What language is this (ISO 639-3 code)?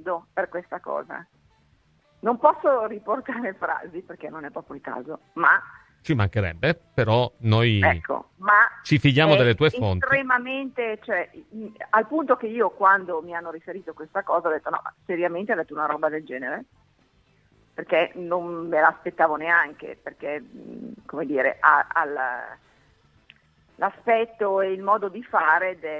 ita